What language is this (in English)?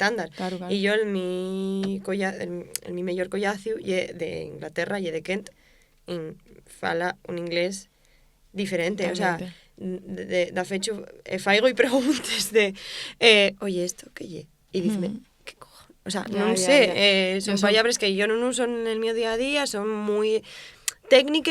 Asturian